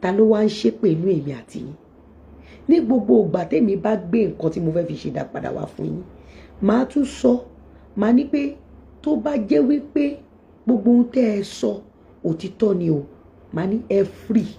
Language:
Yoruba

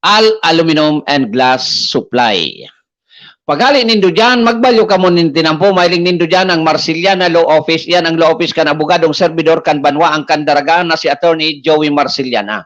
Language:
Bikol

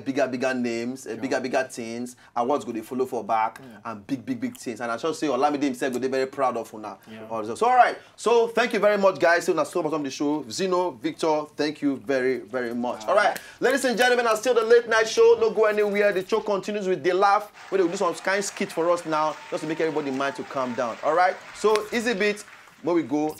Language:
Nigerian Pidgin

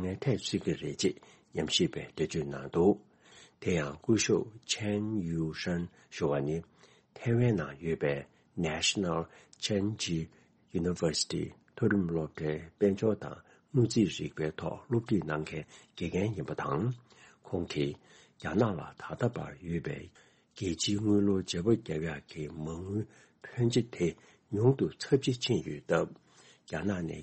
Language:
Tibetan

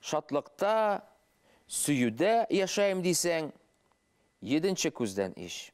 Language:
Bashkir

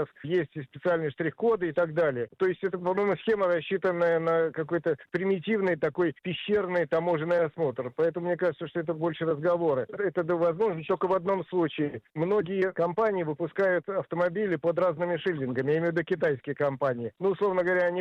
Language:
Russian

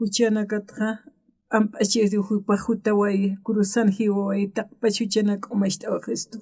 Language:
Aymara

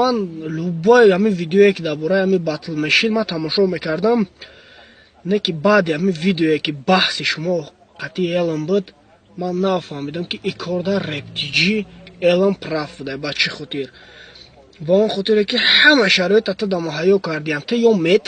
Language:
Tajik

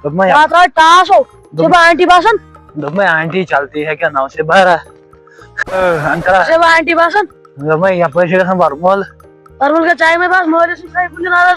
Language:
Kashmiri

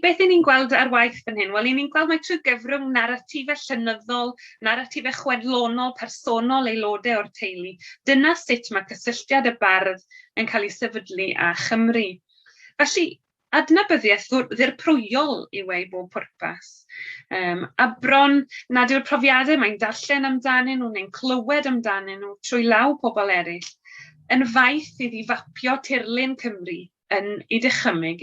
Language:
Welsh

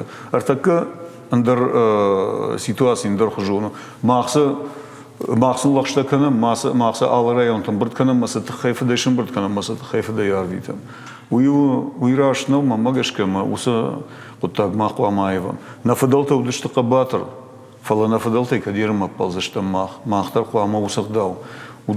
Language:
Ossetic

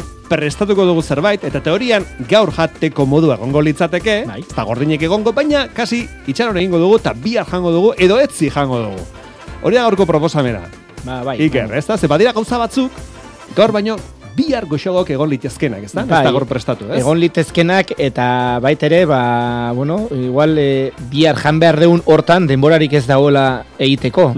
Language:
Basque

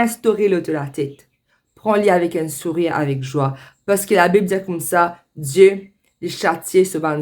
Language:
Morisyen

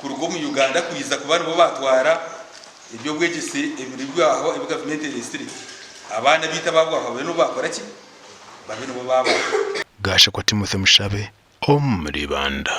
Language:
Nyankole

